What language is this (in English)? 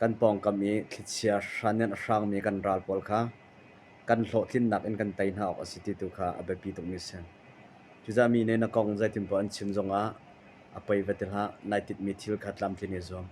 Hakha Chin